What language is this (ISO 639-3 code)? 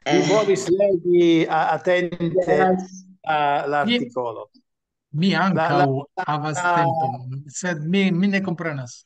epo